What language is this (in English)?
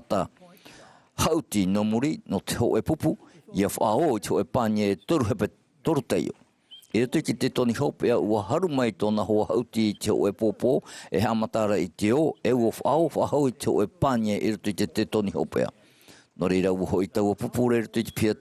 Tahitian